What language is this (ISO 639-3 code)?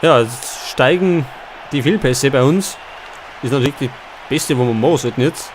bar